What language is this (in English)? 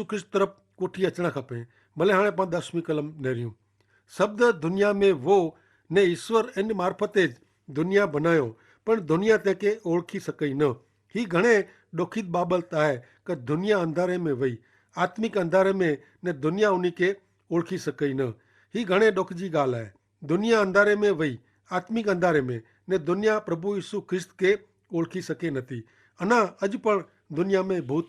Kachhi